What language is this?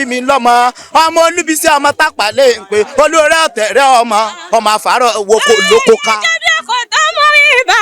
Yoruba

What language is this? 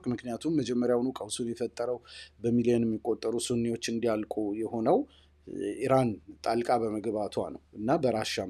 Amharic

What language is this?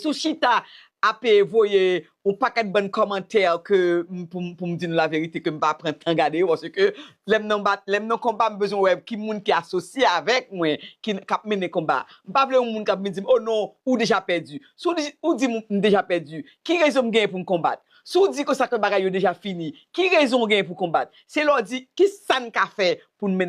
Haitian Creole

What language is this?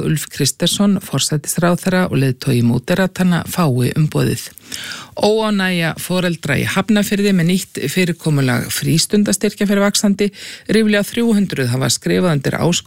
Icelandic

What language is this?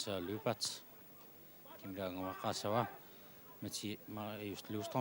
Kalaallisut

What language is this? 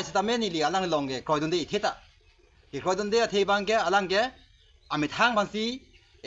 Karbi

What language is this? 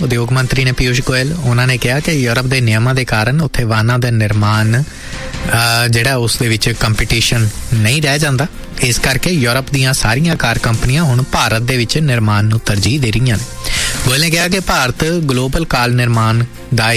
Punjabi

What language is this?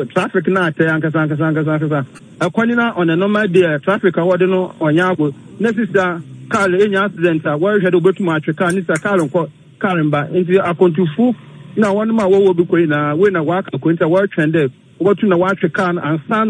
Akan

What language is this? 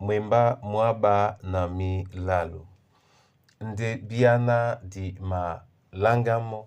Duala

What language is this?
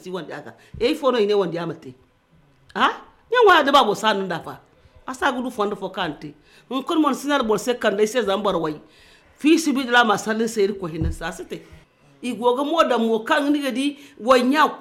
Zarma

